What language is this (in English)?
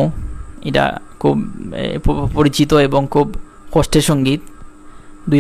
Sylheti